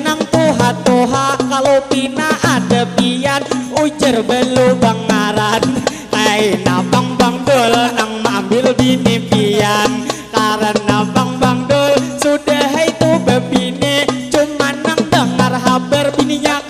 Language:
Banjar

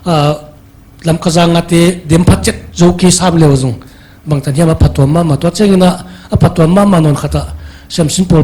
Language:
Paite Chin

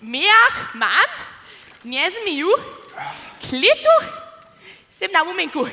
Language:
Upper Sorbian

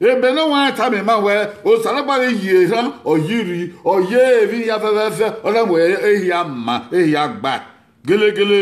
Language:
Bini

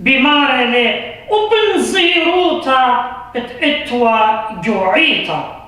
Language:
Assyrian Neo-Aramaic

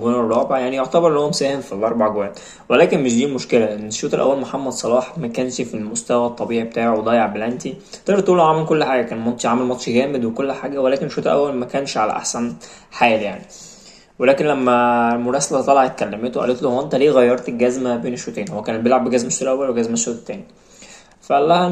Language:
Egyptian Arabic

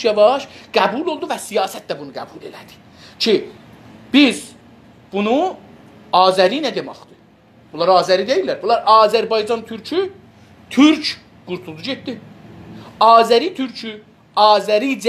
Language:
South Azerbaijani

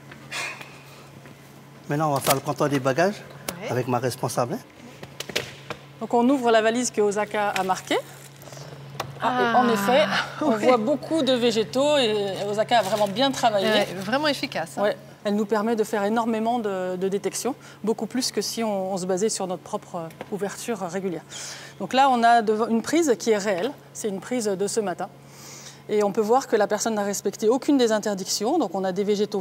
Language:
French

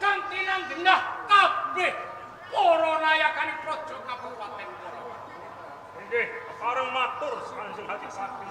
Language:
Javanese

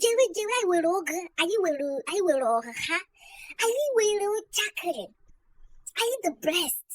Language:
Igbo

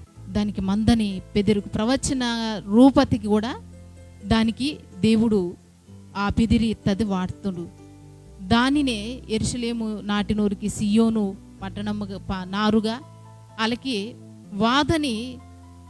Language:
Koya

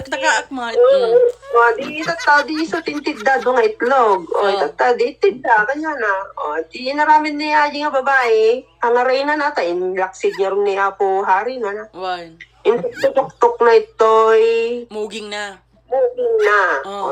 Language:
Iloko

